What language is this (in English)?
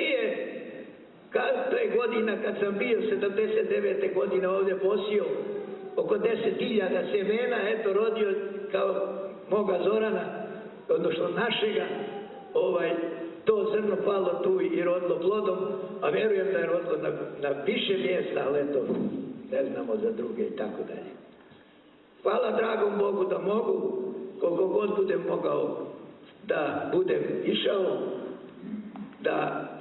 Serbian